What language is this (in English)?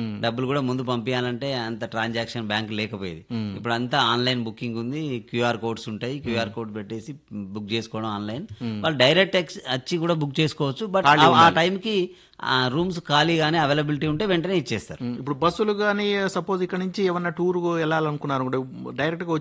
Telugu